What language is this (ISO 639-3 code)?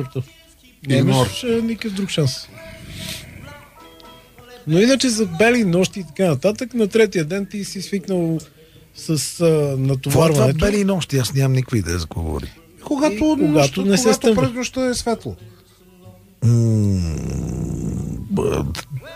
bul